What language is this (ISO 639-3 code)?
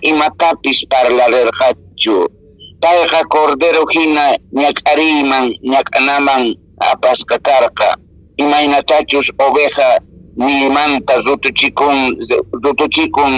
que